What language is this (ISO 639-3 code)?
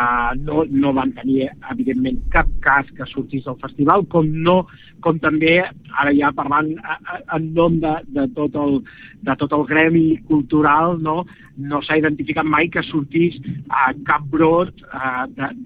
cat